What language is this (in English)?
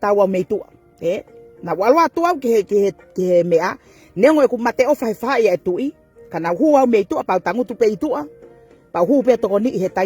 Tongan